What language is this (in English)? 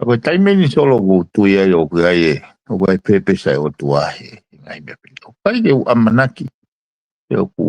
Tongan